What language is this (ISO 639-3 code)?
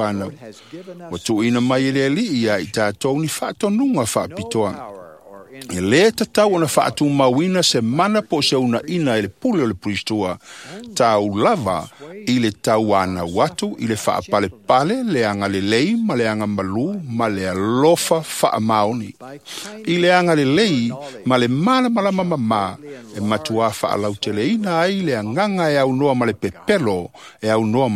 smo